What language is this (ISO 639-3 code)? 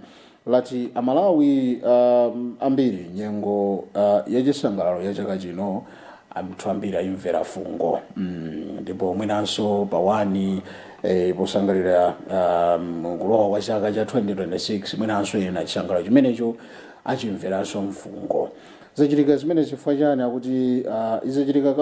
nya